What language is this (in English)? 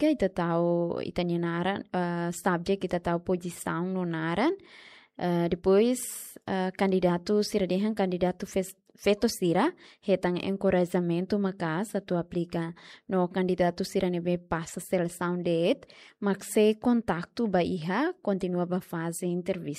Tetum